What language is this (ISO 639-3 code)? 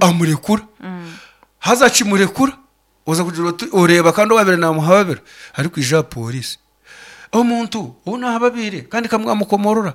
nyn